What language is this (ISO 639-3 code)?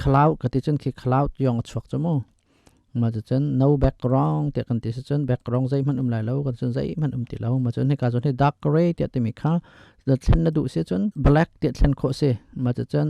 cnh